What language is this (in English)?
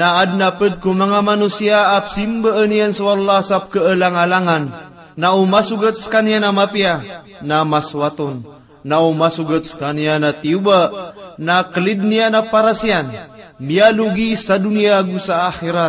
Maranao